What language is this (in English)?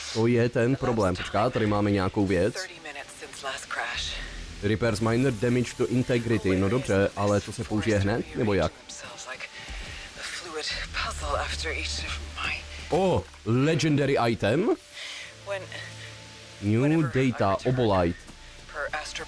Czech